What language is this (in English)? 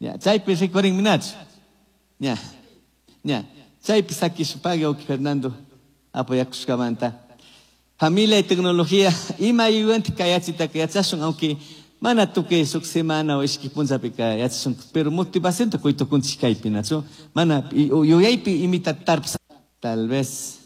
Chimborazo Highland Quichua